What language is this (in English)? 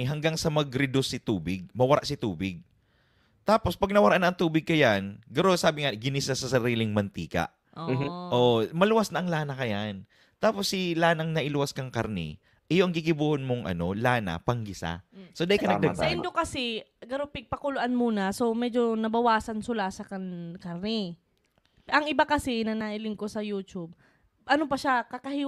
Bikol